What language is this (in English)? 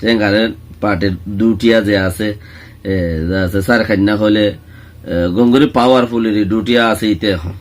Rohingya